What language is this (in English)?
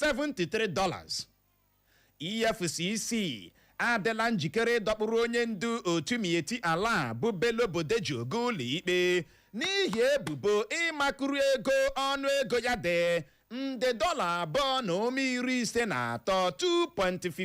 Igbo